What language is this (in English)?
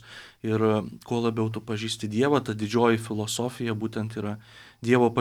Lithuanian